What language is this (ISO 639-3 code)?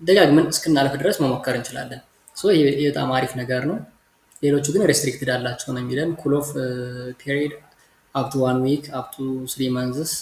amh